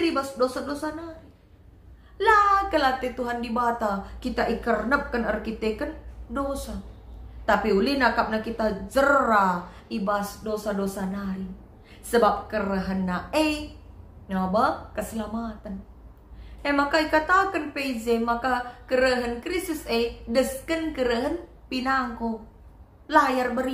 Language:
Batak Karo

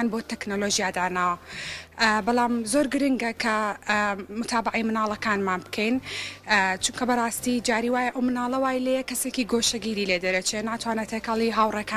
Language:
Central Kurdish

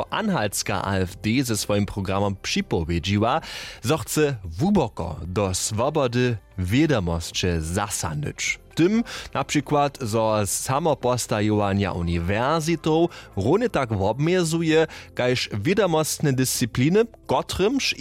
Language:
Upper Sorbian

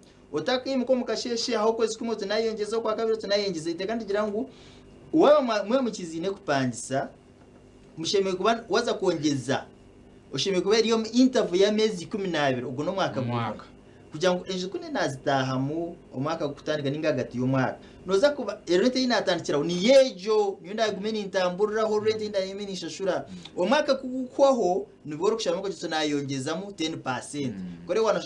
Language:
Nyankole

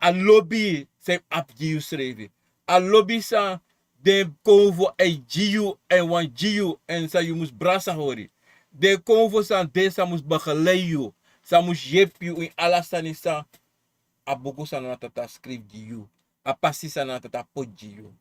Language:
Sranan Tongo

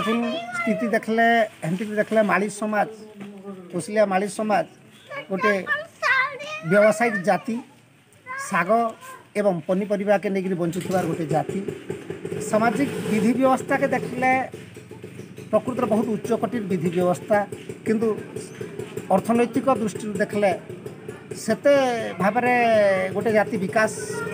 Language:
Sambalpuri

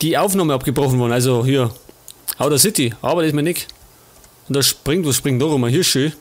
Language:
Bavarian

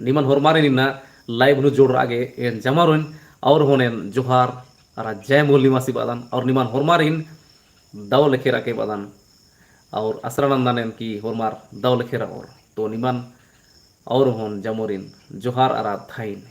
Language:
Kurukh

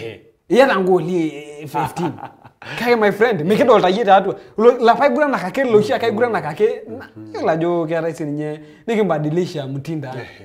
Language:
Masai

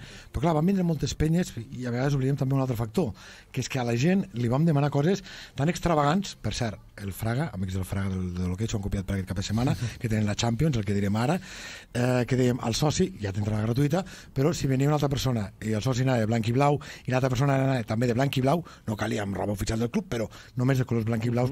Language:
Catalan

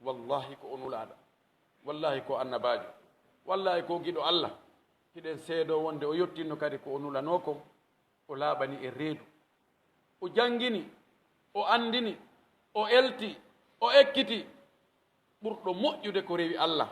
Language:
Pular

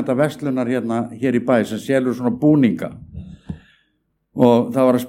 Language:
Icelandic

